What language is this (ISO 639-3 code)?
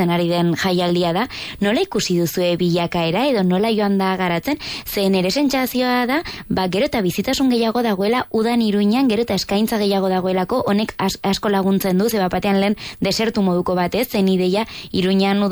eus